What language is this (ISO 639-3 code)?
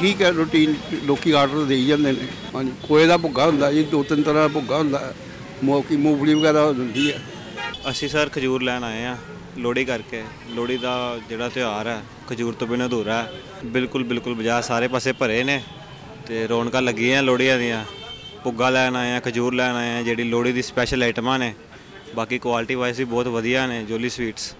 pan